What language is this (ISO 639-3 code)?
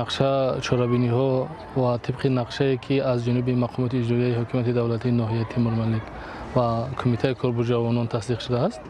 tgk